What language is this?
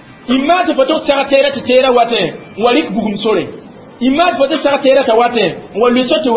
Mossi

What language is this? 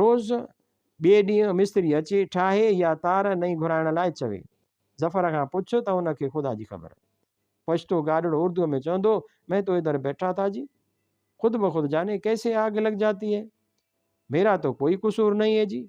Sindhi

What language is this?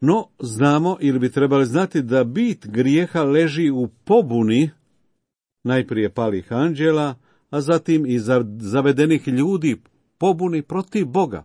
Croatian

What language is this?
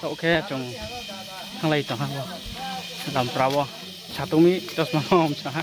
Riang (India)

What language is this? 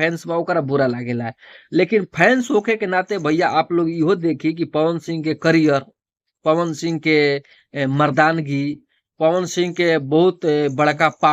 Bhojpuri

